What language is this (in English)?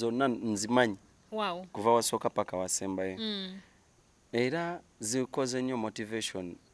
Ganda